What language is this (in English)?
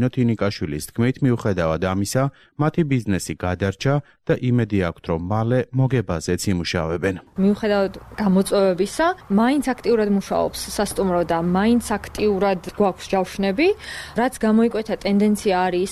Georgian